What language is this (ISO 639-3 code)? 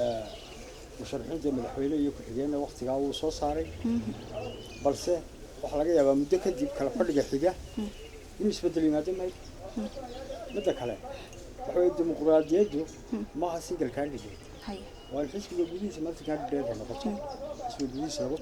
som